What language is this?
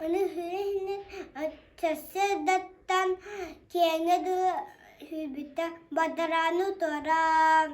Yakut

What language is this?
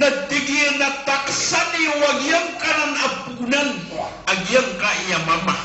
Maranao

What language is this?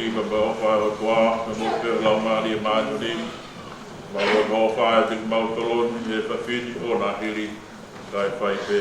Tongan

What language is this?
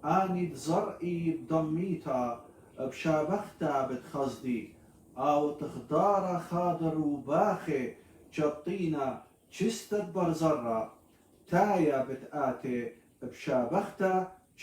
Assyrian Neo-Aramaic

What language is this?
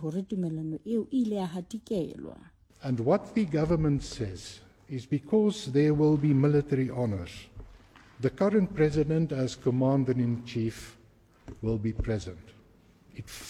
Southern Sotho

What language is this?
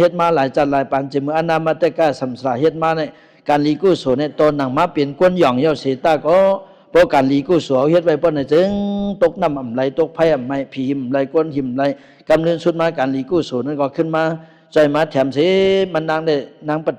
Shan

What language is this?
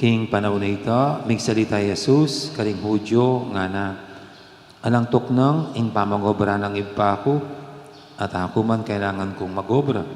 Pampanga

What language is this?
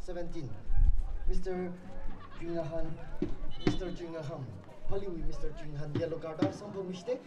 Tangkhul Naga (India)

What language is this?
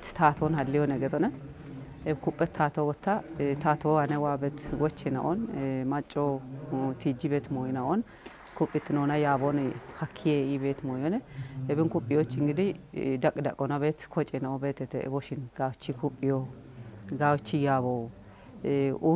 Kafa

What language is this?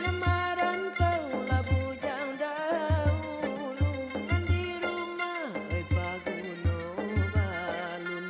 Minangkabau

